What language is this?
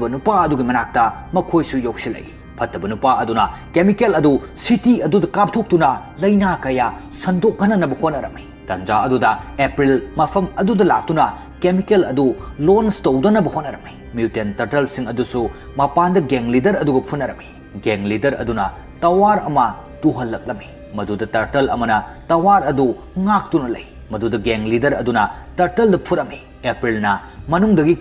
Manipuri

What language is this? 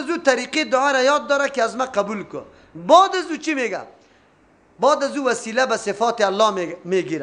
Persian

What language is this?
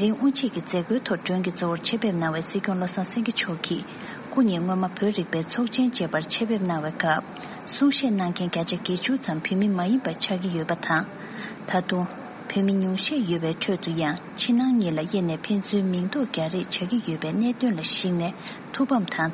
Tibetan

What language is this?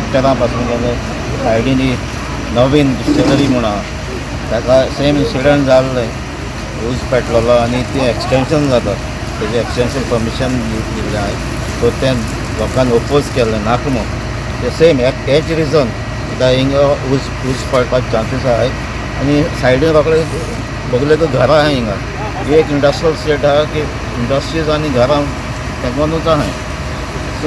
Konkani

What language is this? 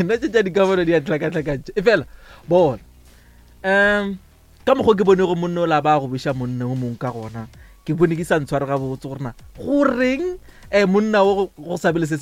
Northern Sotho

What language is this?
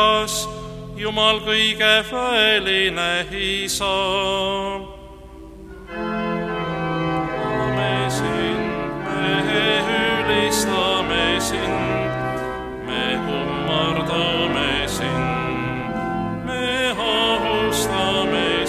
Estonian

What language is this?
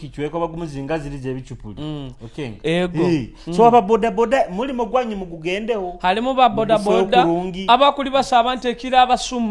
Nyoro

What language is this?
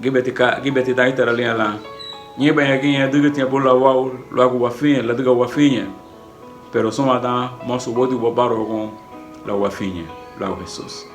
Garifuna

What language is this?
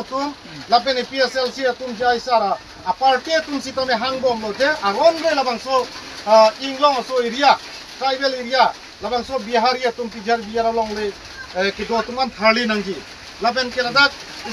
Karbi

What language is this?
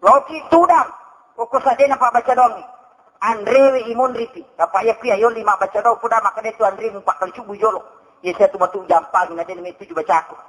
Buginese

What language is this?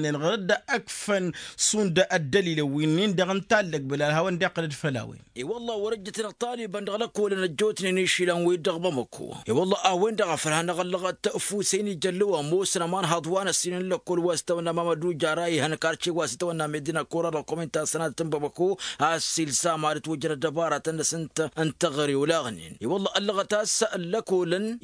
Tamasheq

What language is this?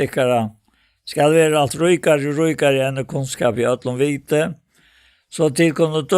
Faroese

